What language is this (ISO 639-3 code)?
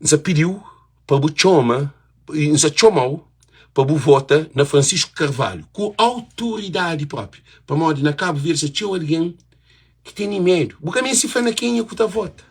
kea